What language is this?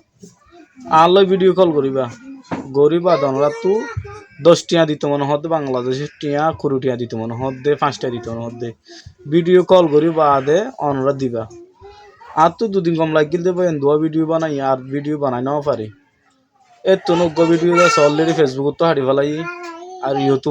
Rohingya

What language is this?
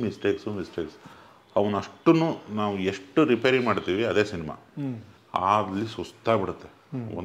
Kannada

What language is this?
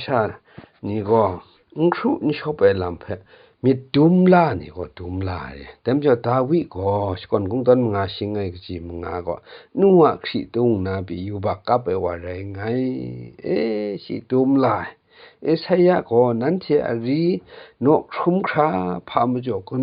Kachin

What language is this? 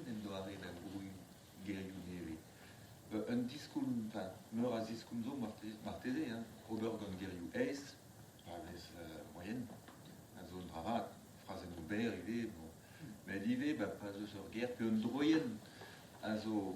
Breton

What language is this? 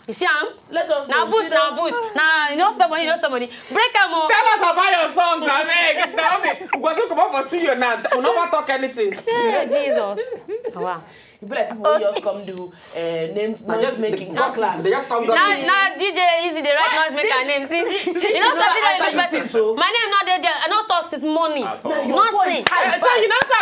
Nigerian Pidgin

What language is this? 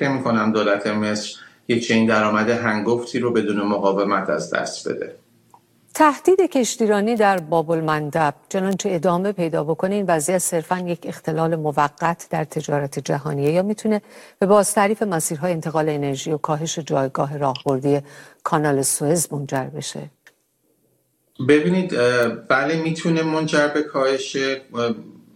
Persian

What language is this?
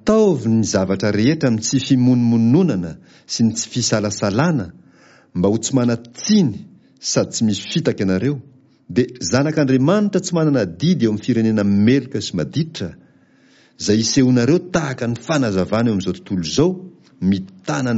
Malagasy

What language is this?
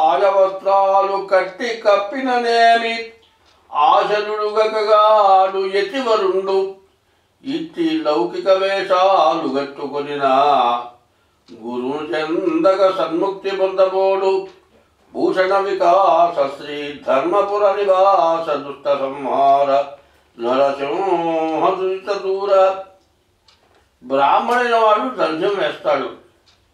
Telugu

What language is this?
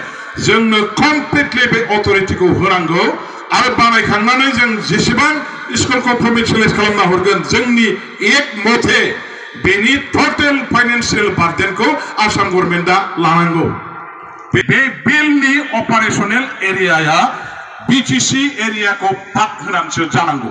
Bodo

